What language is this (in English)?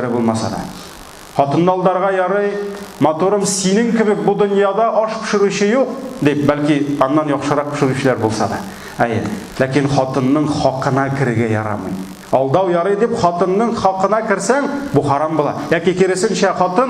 Tatar